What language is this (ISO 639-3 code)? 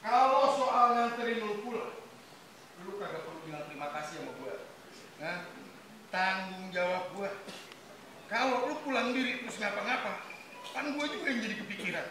bew